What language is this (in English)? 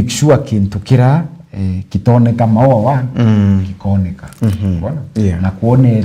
Meru